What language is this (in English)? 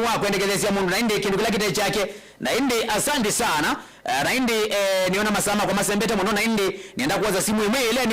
Kamba